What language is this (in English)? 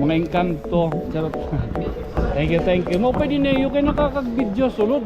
Waray